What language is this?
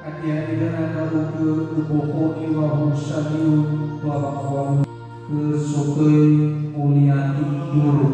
Nias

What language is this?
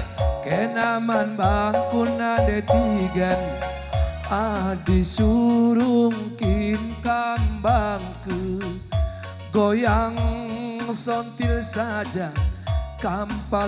Batak Karo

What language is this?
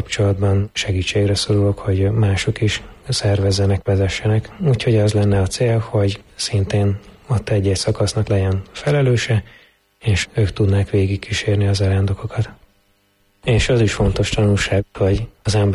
Hungarian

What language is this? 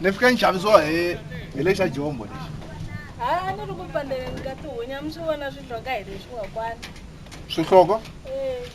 Tsonga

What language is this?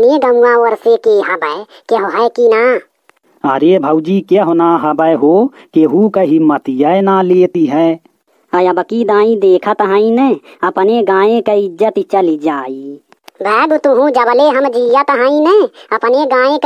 Bhojpuri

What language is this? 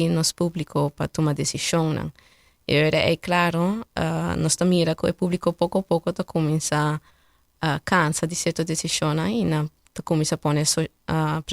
Papiamento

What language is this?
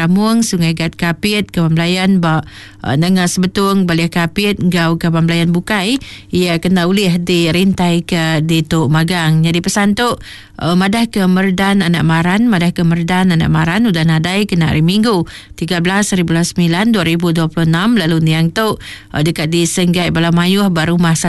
Iban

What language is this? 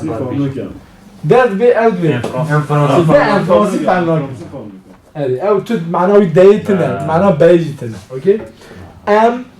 Kurdish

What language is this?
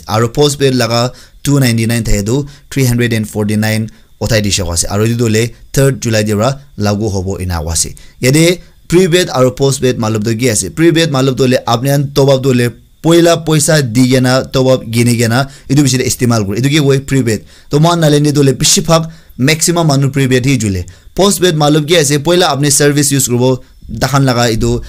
Naga Pidgin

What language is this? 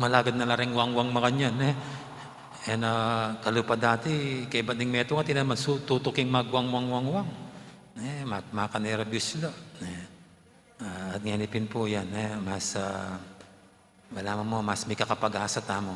Pampanga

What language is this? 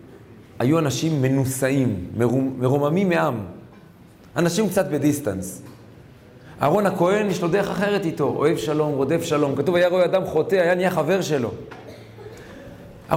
Hebrew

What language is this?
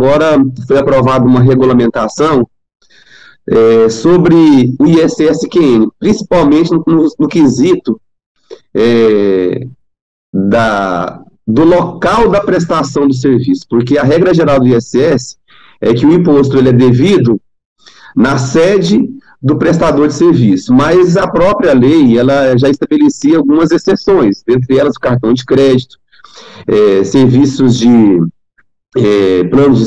Portuguese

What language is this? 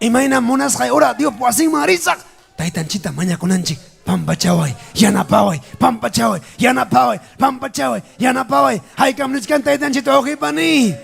Ayacucho Quechua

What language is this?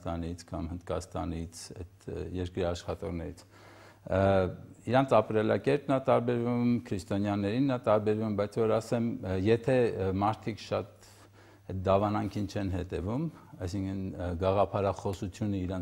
Armenian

